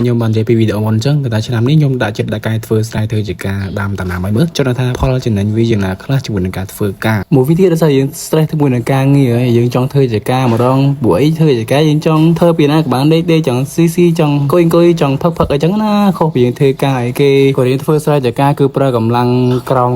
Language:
Khmer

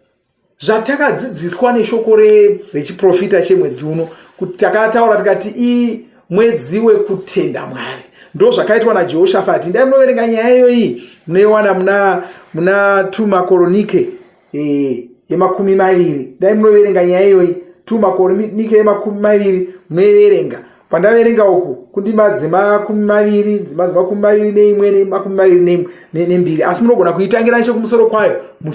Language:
Shona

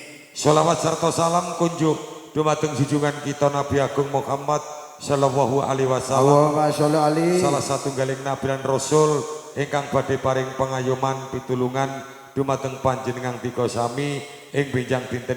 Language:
Javanese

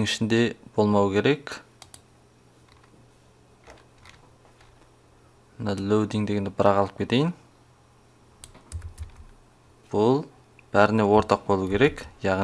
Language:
Kazakh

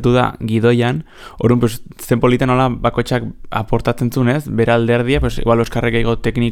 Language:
Basque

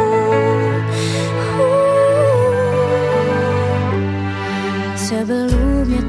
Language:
Indonesian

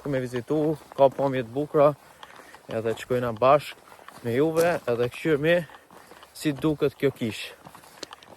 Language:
Albanian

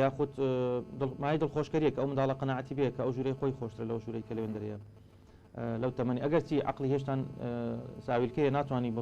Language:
Central Kurdish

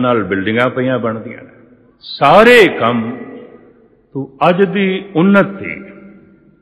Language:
Punjabi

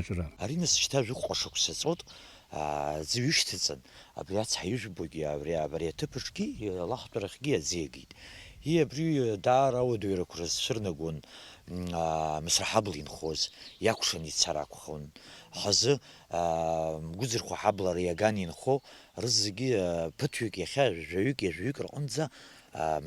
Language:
Abkhazian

